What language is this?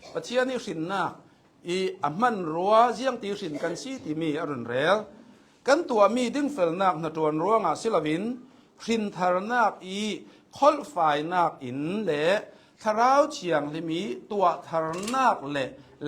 Hakha Chin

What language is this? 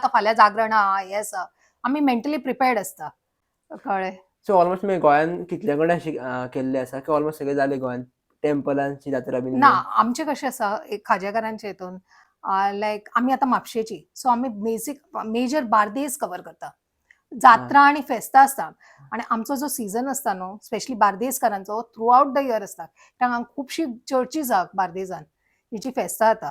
Konkani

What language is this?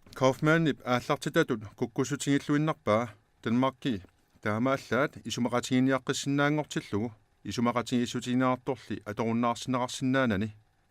Kalaallisut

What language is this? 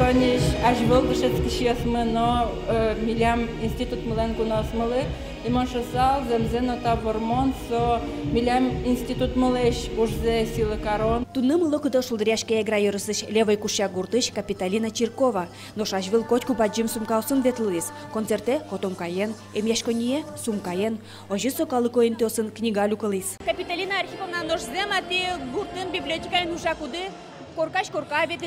Udmurt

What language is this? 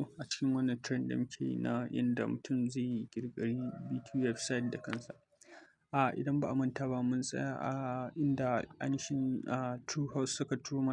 Hausa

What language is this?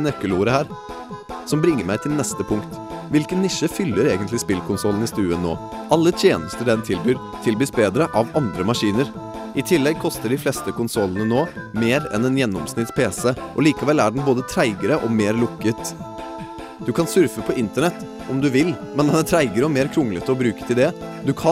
Norwegian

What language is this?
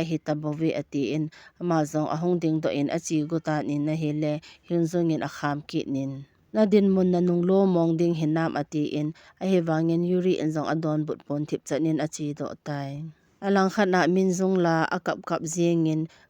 Thado Chin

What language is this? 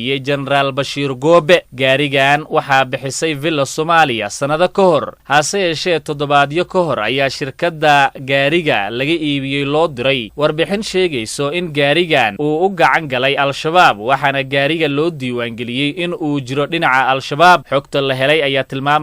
Somali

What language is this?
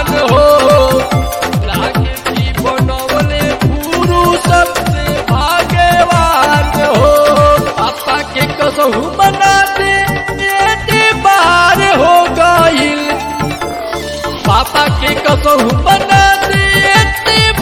Bhojpuri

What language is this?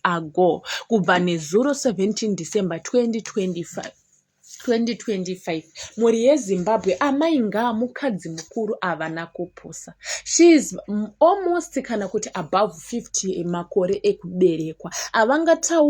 Shona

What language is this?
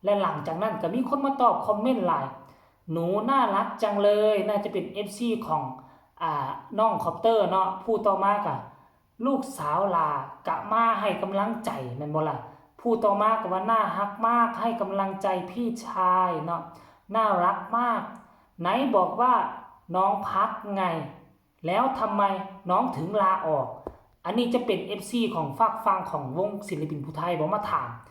Northeastern Thai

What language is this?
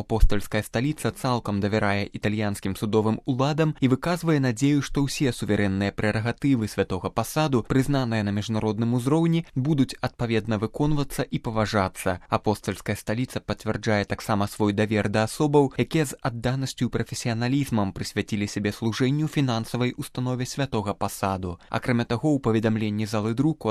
Belarusian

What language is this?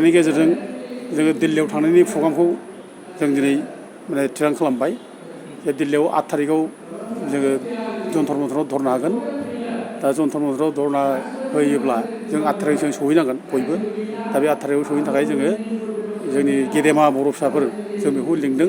Bodo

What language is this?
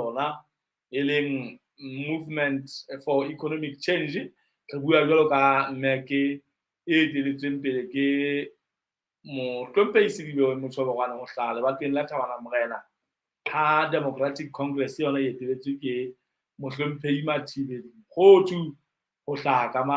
Southern Sotho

